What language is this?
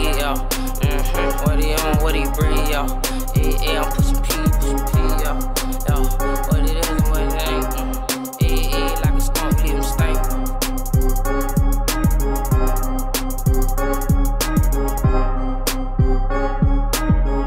English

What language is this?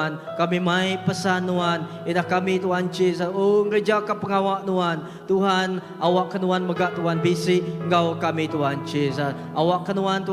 Iban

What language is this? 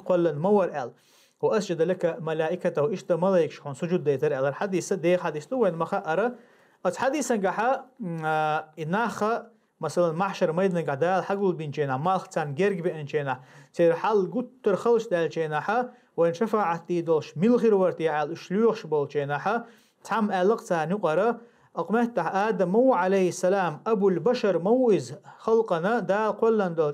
Chechen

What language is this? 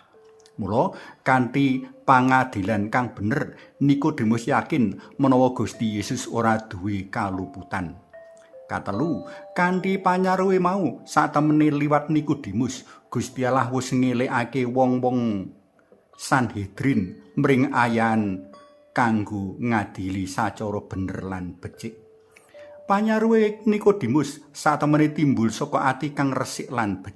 Javanese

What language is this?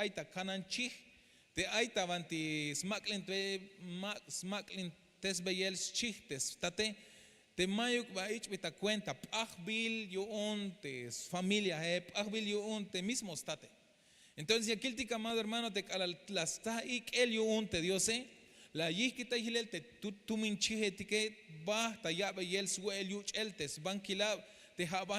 Tzeltal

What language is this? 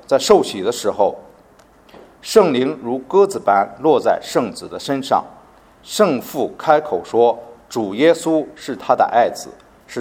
Chinese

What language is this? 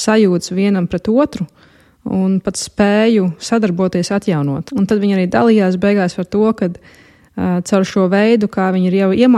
Latvian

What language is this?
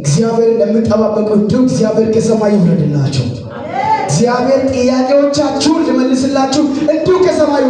Amharic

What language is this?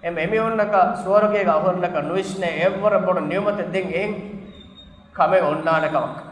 Divehi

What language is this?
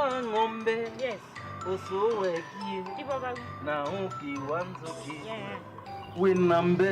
Kamba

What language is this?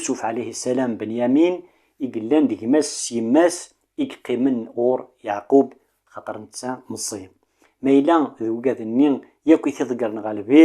Kabyle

